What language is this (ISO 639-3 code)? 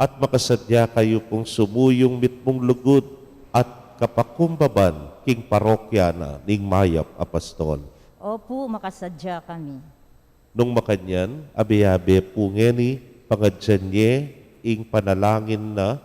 pam